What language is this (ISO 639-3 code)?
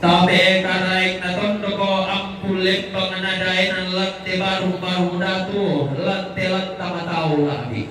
sda